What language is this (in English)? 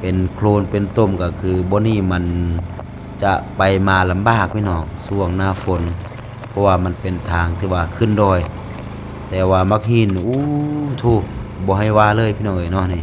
Lao